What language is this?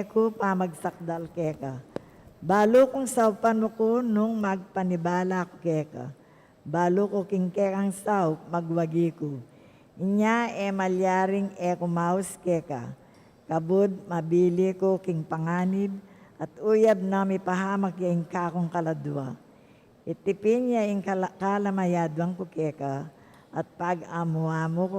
Pampanga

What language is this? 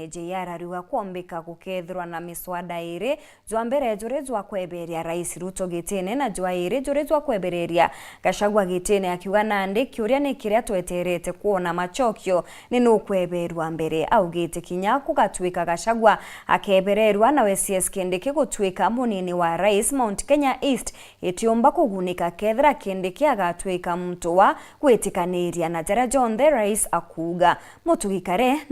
Meru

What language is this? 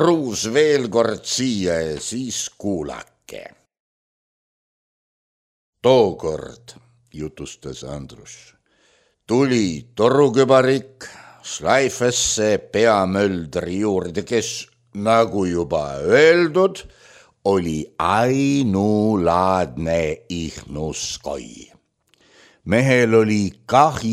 Estonian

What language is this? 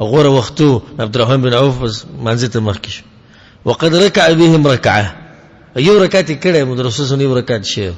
Pashto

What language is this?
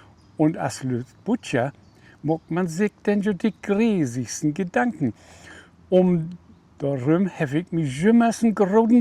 Low German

